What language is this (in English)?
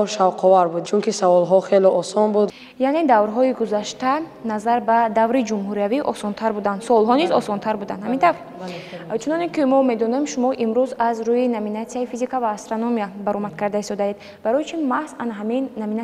Tajik